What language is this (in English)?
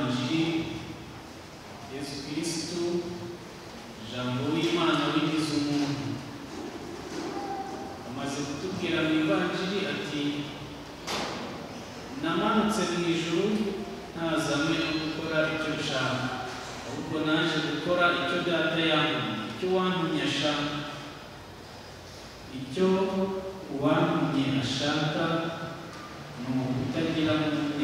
Kinyarwanda